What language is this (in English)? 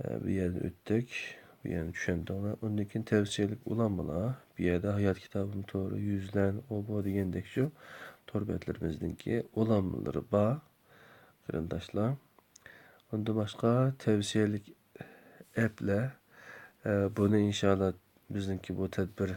Uyghur